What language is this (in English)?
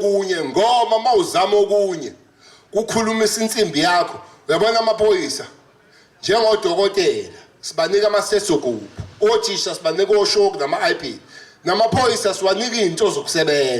Zulu